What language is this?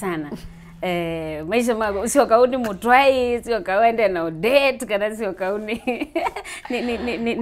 Kamba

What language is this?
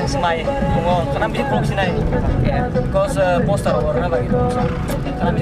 Kok Borok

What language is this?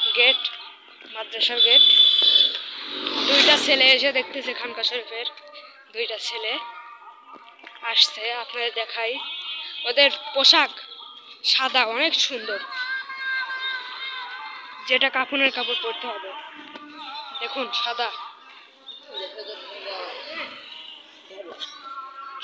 Bangla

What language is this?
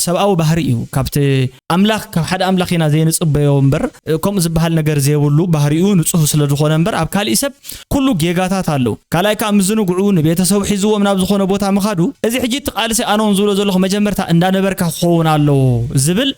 Tigrinya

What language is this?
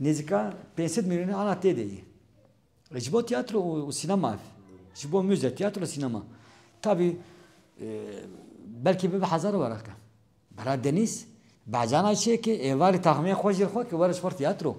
Kurdish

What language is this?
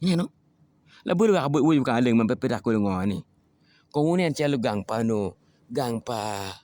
Acoli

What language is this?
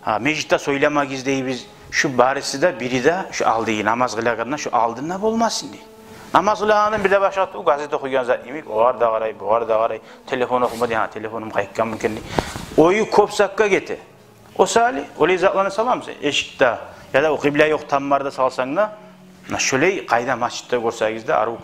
Kumyk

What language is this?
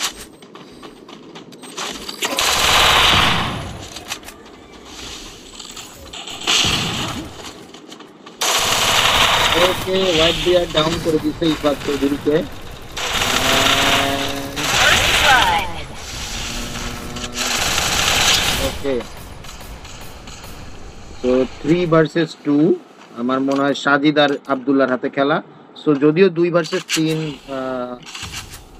Bangla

